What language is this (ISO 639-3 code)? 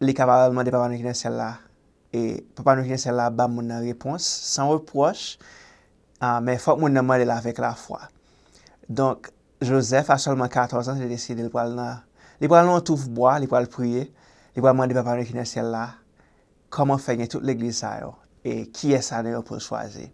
hat